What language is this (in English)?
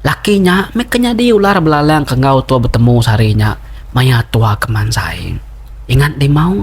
Iban